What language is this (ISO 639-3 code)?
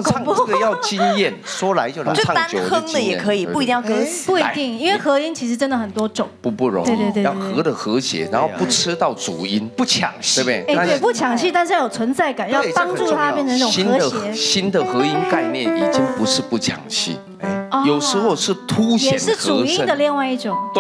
zho